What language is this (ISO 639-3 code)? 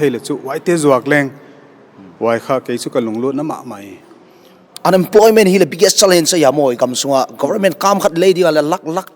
pck